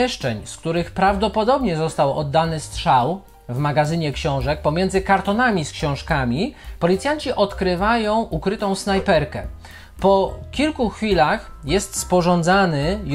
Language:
Polish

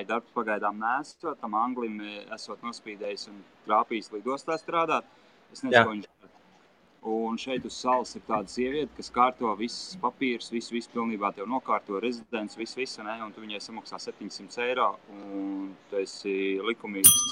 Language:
Latvian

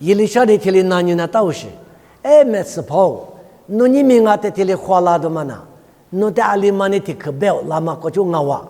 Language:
Lisu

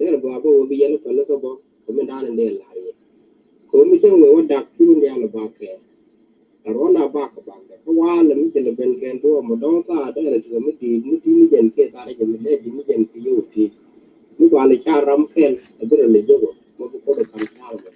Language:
Nuer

